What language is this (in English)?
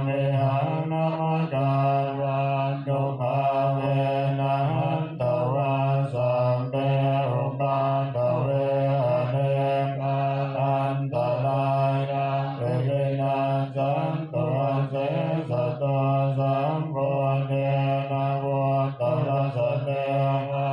Pali